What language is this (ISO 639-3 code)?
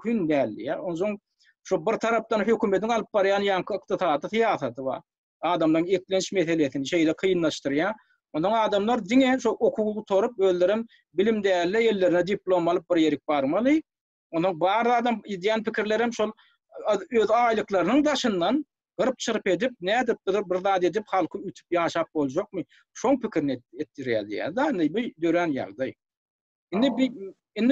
tuk